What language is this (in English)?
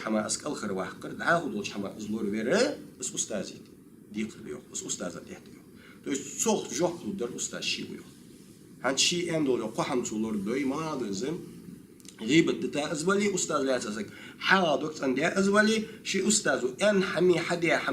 Ingush